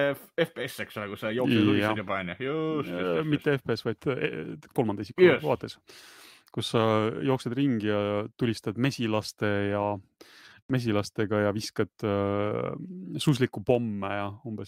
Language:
Estonian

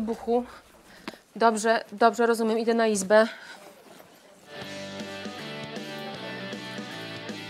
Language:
Polish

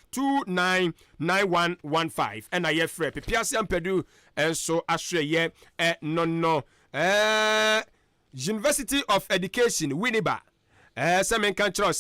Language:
Akan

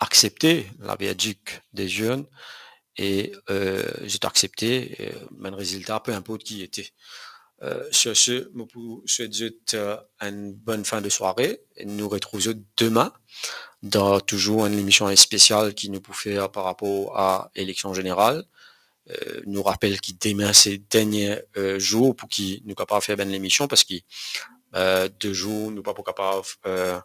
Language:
Morisyen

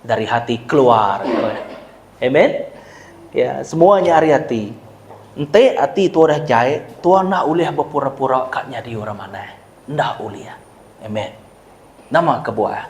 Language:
Iban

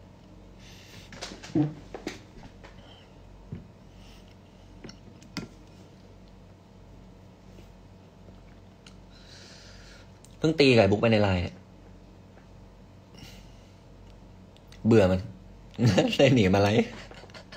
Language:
Thai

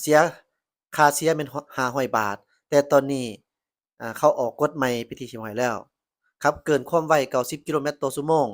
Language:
Lao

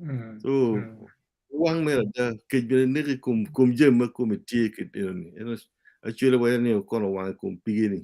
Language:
Acoli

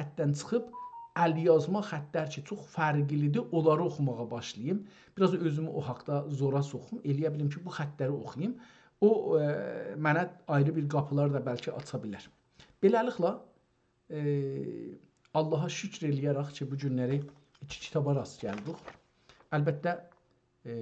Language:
South Azerbaijani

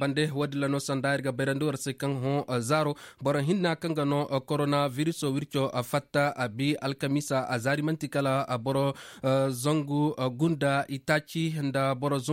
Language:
Zarma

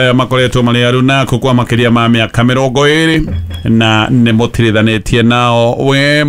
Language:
Kikuyu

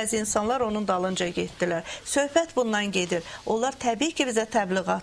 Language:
Azerbaijani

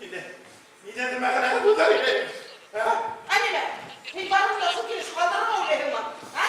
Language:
Bashkir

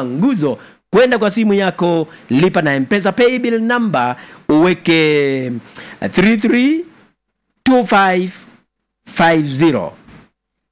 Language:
Swahili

